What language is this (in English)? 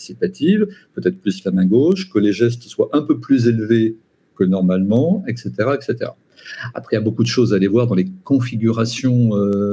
French